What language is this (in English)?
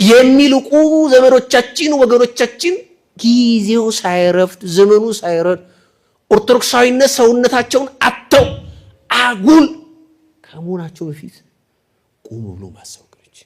Amharic